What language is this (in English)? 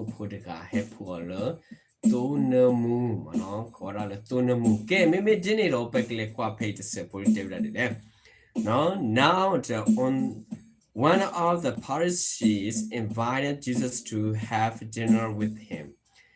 S'gaw Karen